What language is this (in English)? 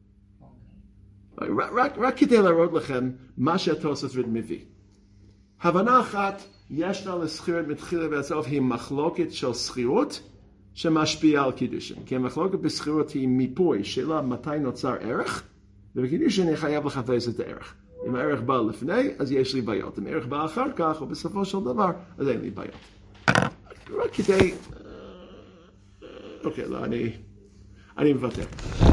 Hebrew